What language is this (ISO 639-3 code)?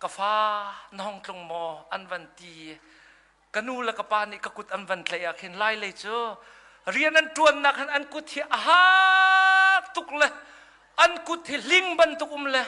cnh